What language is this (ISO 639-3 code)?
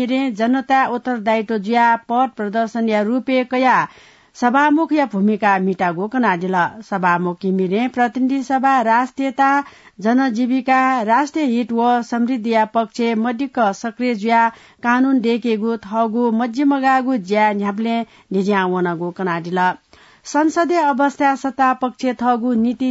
new